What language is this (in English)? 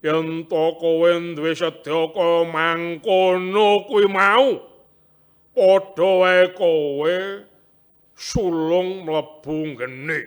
Javanese